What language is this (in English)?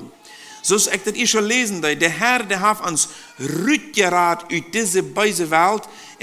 Plautdietsch